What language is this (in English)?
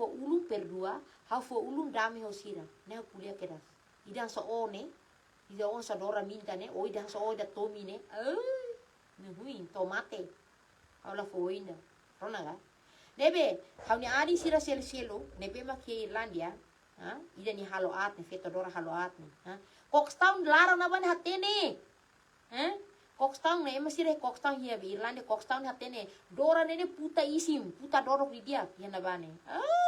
Tetum